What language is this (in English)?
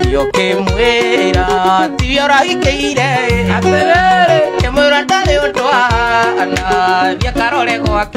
Kikuyu